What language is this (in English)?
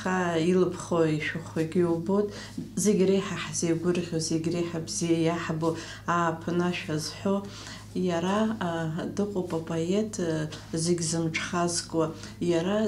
Abkhazian